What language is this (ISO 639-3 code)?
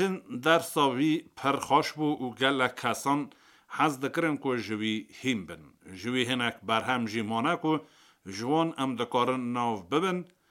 kur